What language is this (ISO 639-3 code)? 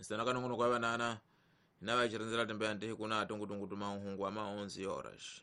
tso